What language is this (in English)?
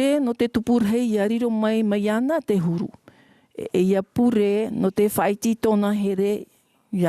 Tahitian